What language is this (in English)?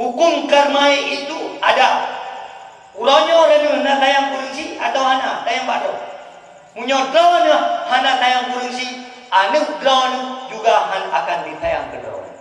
Achinese